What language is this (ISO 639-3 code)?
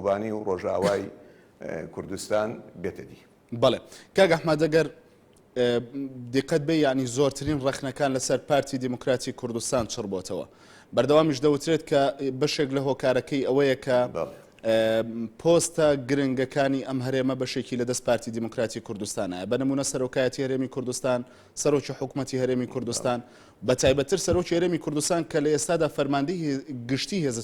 ckb